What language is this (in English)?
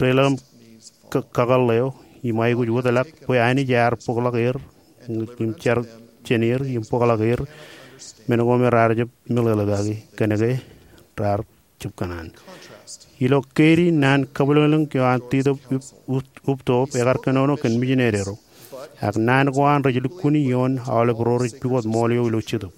Marshallese